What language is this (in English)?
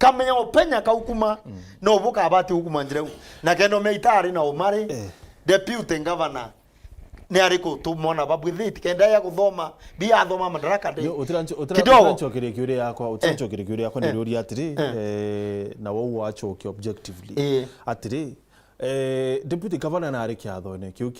Meru